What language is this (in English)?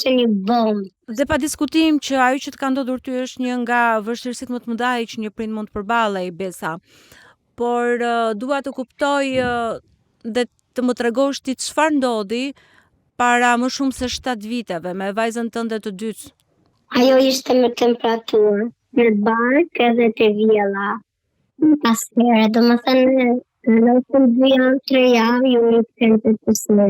Albanian